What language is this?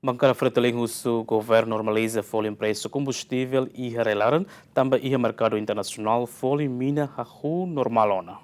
Tetum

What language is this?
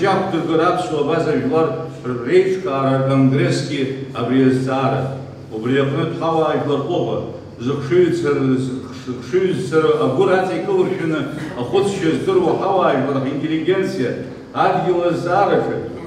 Abkhazian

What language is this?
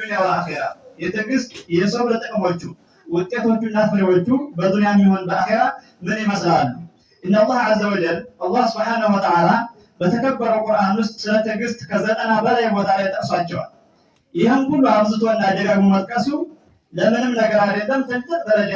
Amharic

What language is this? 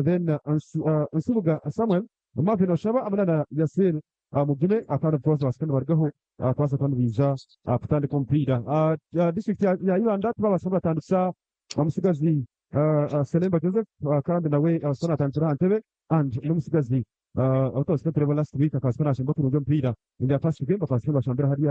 Nyankole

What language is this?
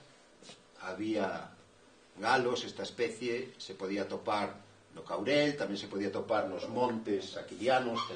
Galician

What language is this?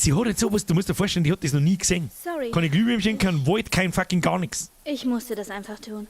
Bavarian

